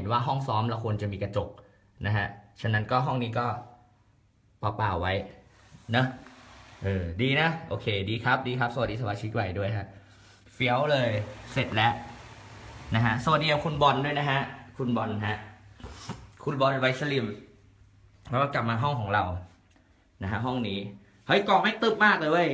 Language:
Thai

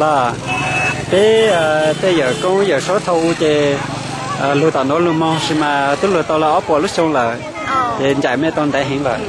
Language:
Hmong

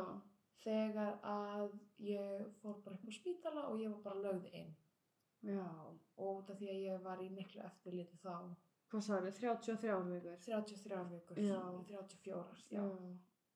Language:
Icelandic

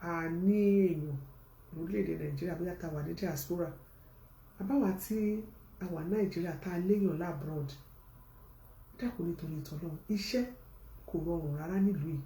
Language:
Yoruba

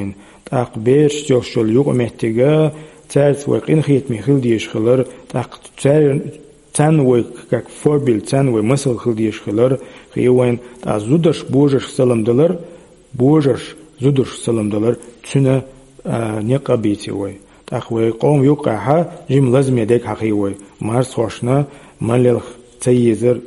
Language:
Chechen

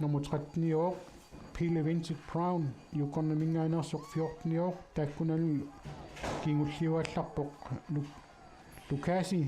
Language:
Kalaallisut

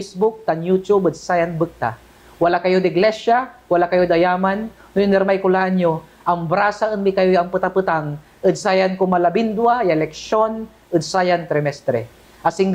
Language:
Pangasinan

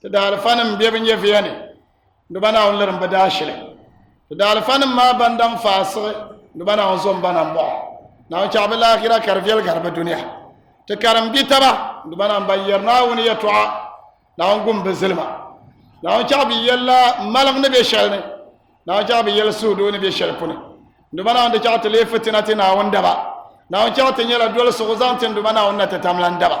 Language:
Dagbani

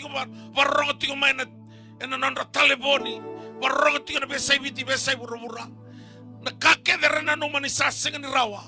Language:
Fijian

